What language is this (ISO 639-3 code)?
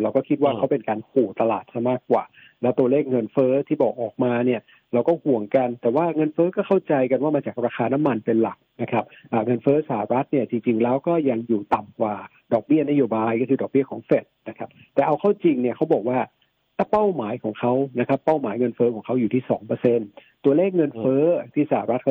tha